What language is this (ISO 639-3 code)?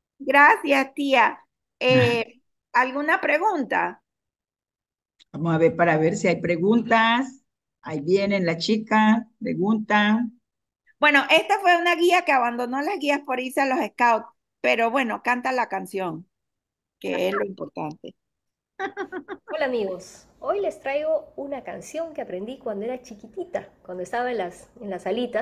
spa